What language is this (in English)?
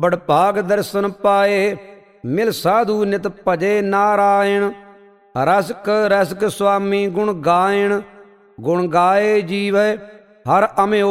Punjabi